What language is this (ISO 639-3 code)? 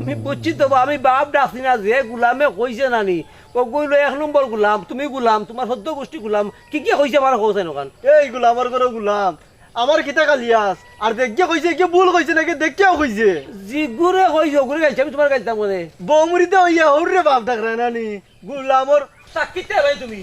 syl